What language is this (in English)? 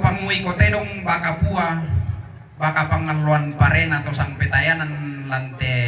Toraja-Sa'dan